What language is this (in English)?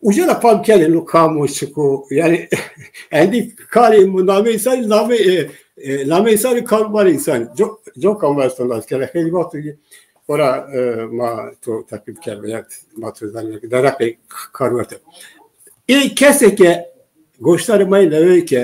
Zaza